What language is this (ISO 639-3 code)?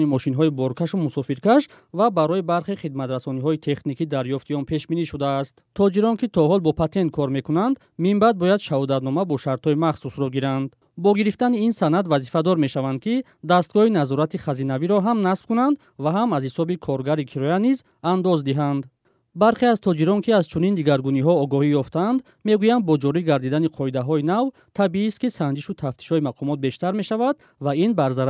tgk